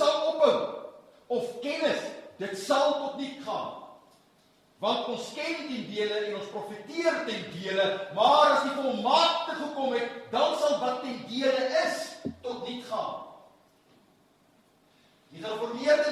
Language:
Afrikaans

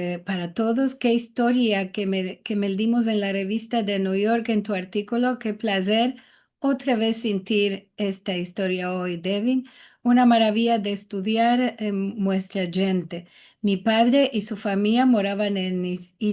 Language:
Ladino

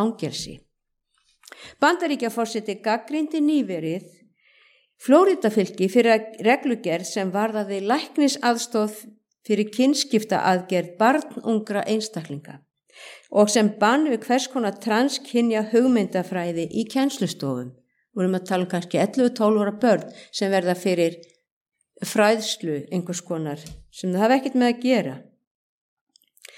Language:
Icelandic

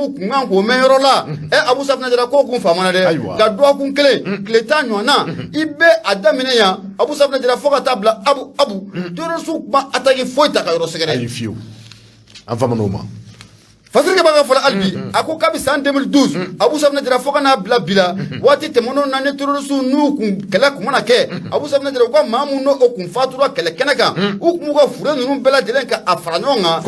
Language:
Bambara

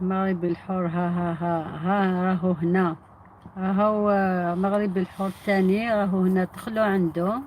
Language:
Algerian Arabic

